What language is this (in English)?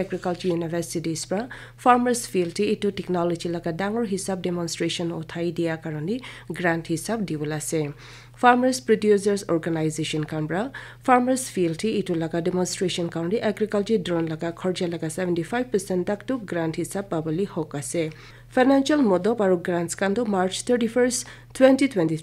Naga Pidgin